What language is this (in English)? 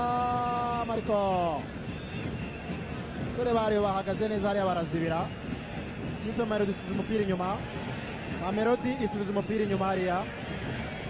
Kinyarwanda